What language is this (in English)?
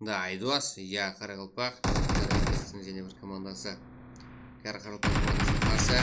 Kara-Kalpak